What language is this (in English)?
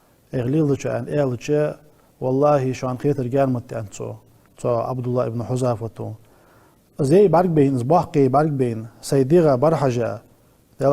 Ingush